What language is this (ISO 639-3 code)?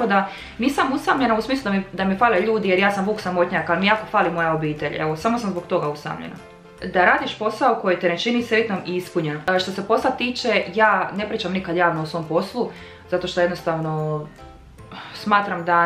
hrv